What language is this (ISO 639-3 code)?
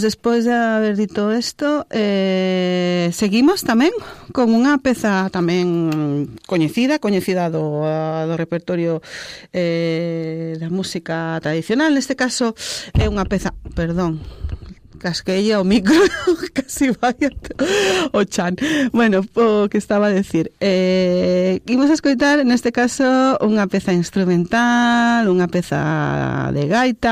glg